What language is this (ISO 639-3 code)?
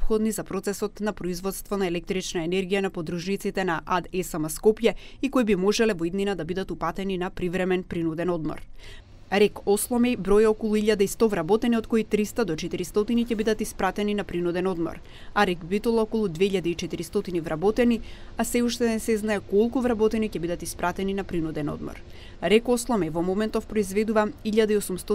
mkd